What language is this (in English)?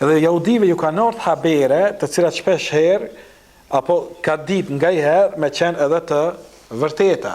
Albanian